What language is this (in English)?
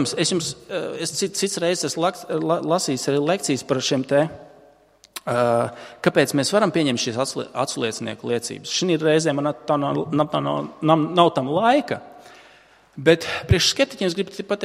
Latvian